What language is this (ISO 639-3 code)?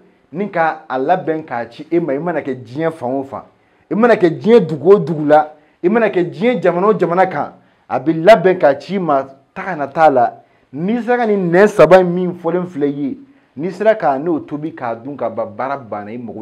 bam